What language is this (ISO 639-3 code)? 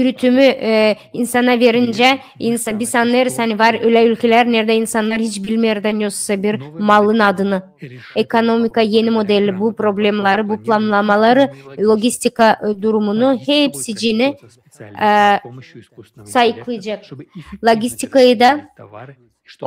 gag